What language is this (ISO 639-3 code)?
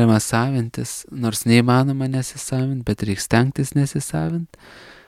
lit